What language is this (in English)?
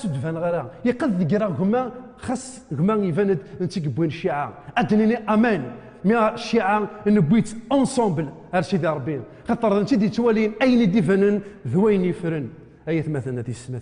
Kabyle